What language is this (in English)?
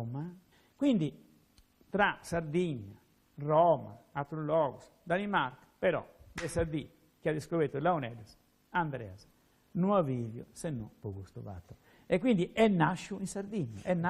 Sardinian